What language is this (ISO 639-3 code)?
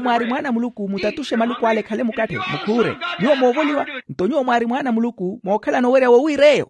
vmw